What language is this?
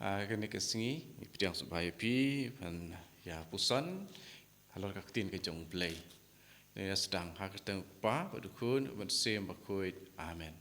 Khasi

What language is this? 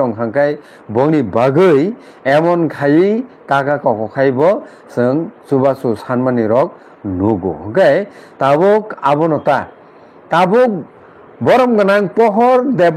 Kok Borok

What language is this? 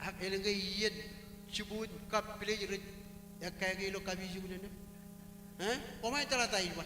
Marshallese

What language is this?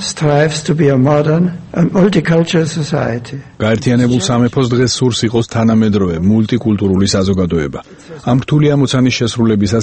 Georgian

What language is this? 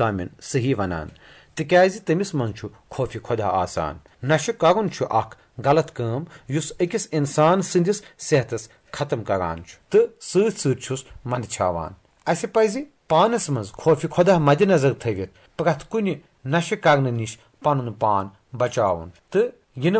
Kashmiri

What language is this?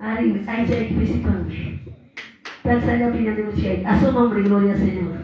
Quechua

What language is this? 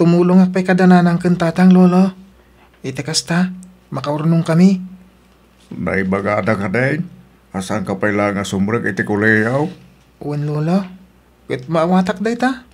Iloko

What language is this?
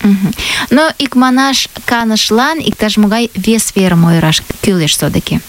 Mari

